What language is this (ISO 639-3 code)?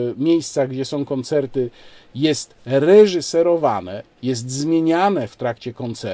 pol